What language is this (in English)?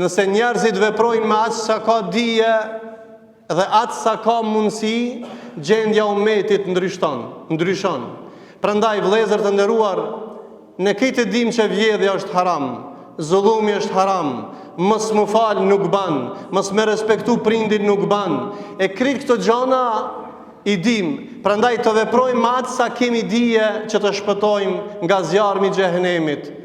Albanian